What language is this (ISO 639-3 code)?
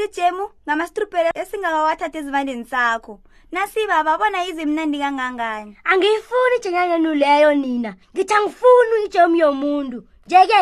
nbl